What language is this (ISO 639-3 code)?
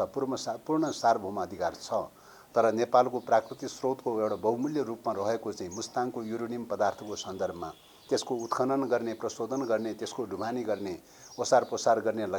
nep